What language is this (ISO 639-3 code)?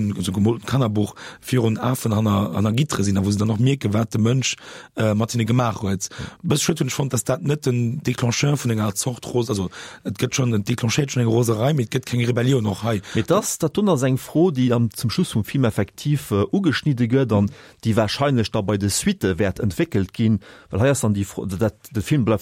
ltz